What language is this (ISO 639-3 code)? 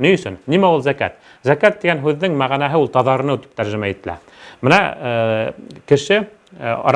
bak